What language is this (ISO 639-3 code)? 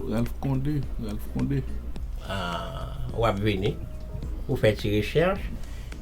hat